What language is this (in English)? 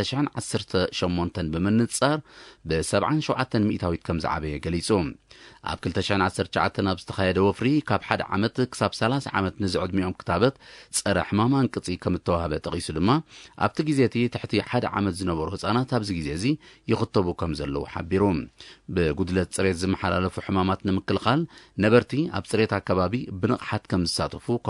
Tigrinya